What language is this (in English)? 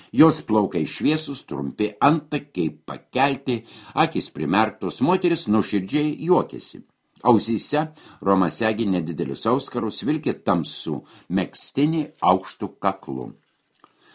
Lithuanian